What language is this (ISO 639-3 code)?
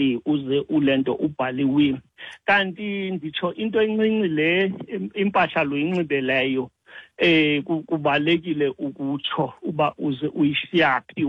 xho